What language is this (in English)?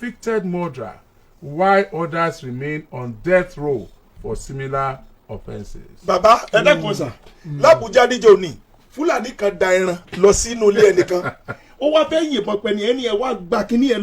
Yoruba